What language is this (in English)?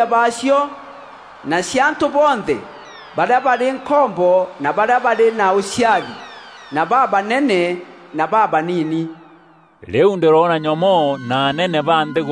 Meru